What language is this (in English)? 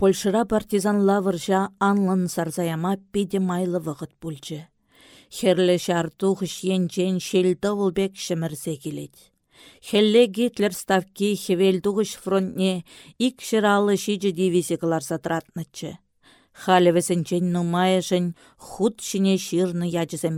Chuvash